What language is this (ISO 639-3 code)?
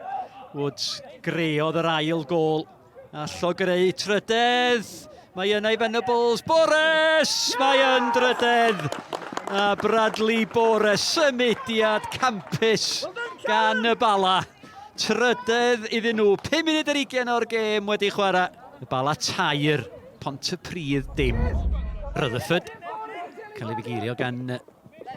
cym